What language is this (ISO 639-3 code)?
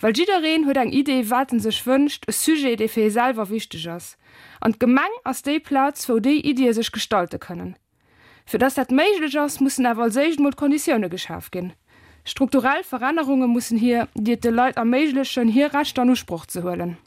ltz